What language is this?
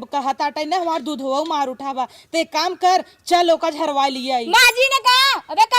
Awadhi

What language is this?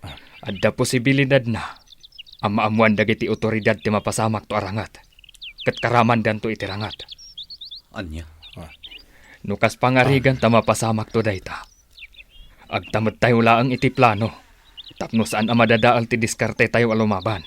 Iloko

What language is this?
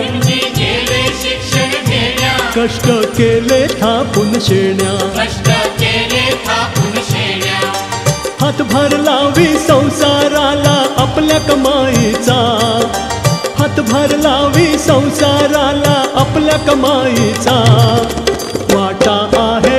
Marathi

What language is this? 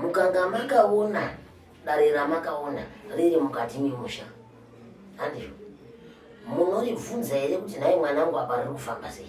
Shona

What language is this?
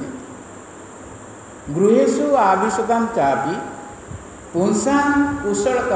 Odia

